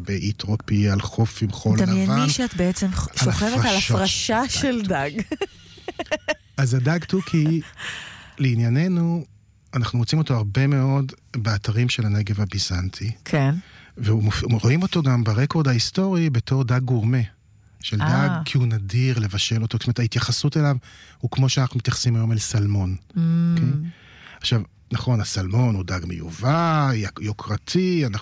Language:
Hebrew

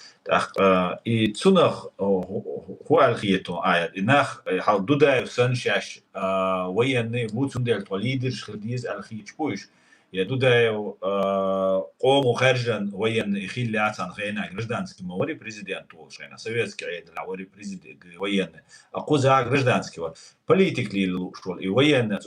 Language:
Chechen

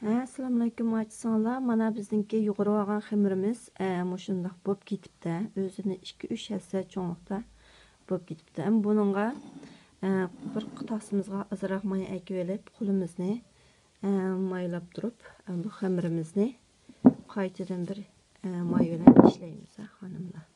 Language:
Uyghur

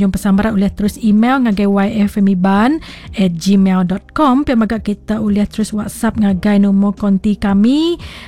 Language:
Iban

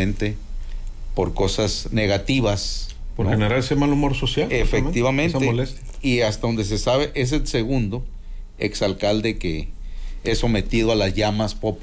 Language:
Spanish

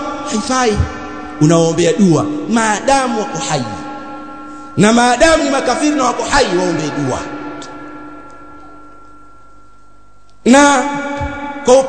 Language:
Swahili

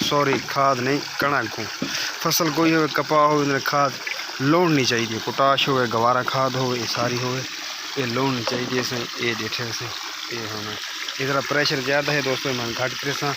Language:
Saraiki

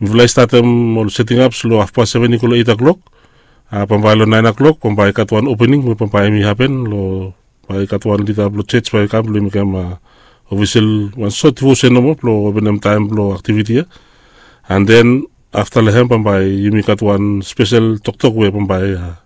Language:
Bislama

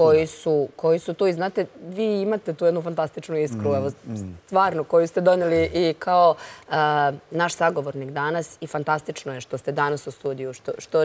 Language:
Serbian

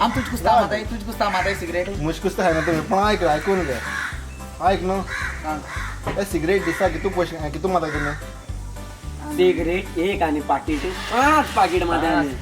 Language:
Konkani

